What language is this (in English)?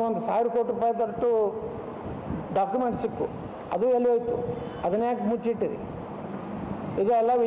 Kannada